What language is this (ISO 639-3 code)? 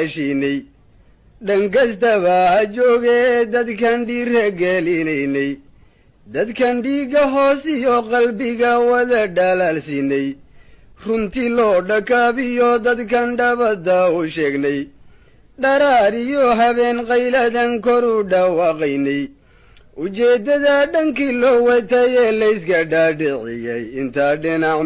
som